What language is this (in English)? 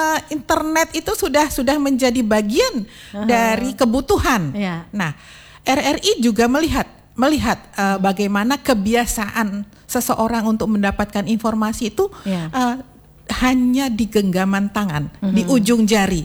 Indonesian